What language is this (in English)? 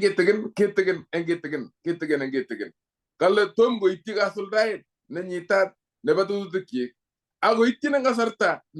Kalenjin